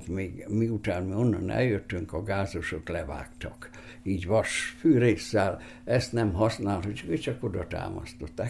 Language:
Hungarian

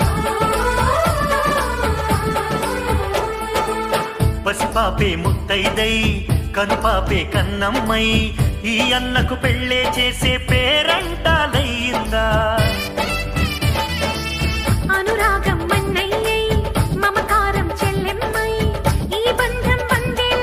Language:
Telugu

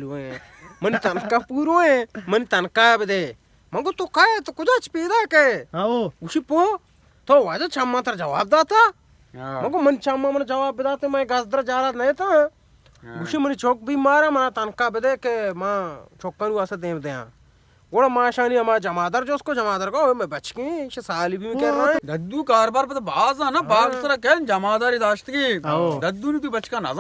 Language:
Baluchi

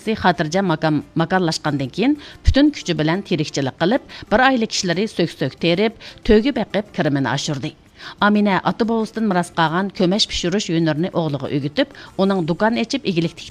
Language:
Uyghur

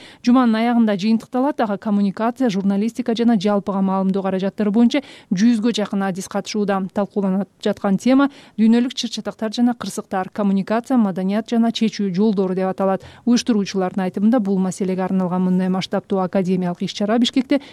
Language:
Kyrgyz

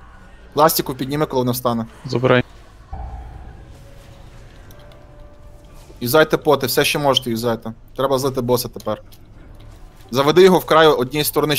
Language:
Ukrainian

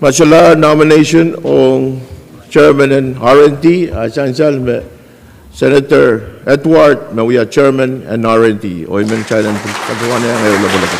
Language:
Pohnpeian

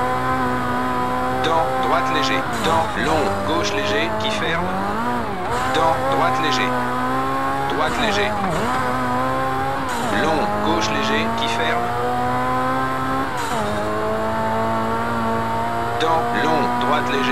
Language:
French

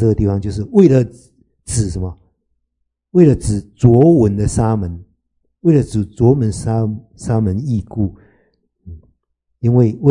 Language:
Chinese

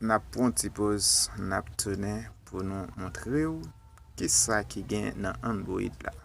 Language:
Haitian Creole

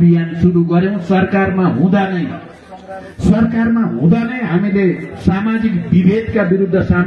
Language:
Nepali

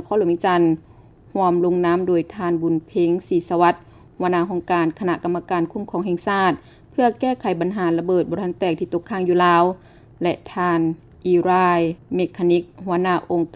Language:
Lao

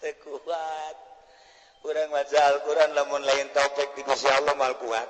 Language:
Sundanese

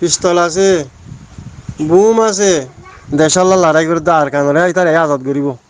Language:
Rohingya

